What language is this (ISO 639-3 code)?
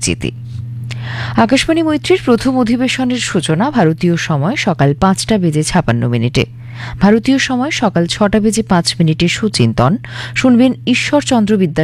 ben